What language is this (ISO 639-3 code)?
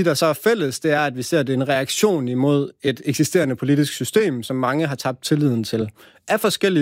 dan